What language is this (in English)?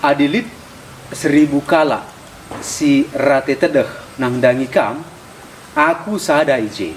Batak Karo